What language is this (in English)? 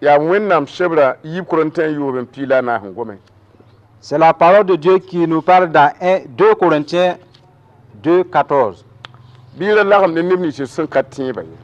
Mossi